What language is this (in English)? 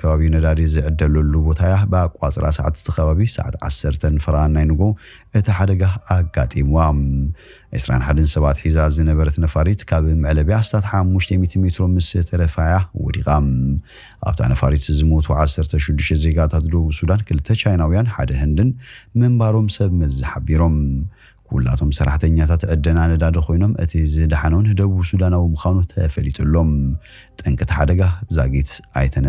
Tigrinya